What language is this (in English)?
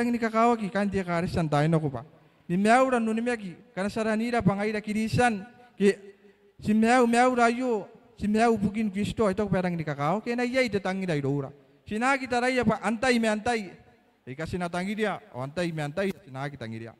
Gilbertese